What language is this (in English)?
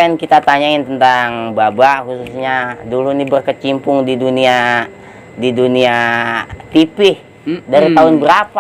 Betawi